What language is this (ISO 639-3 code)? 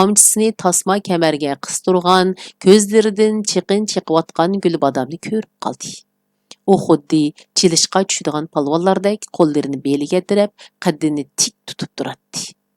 uig